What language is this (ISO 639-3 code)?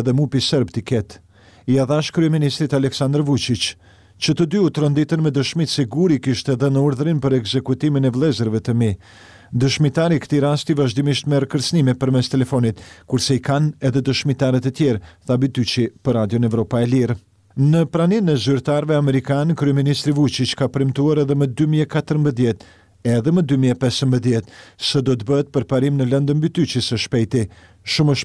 sqi